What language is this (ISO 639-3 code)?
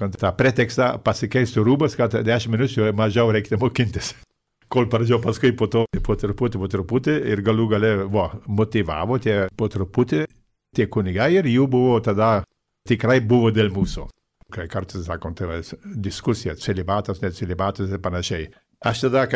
lit